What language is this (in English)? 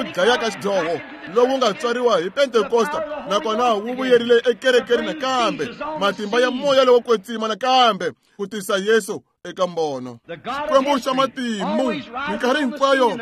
Tsonga